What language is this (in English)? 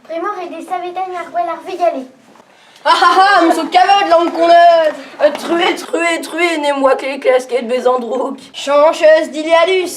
Breton